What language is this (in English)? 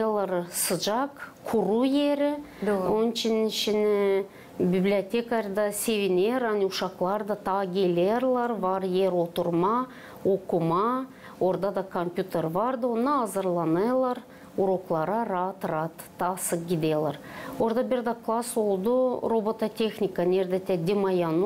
Gagauz